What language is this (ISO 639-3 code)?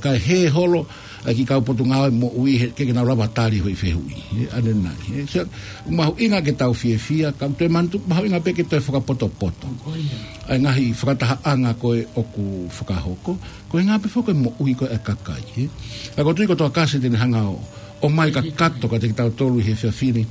ton